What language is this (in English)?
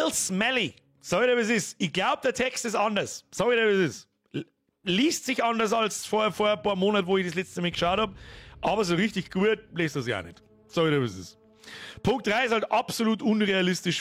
Bavarian